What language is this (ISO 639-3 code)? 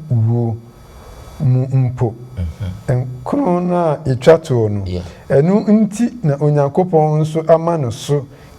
aka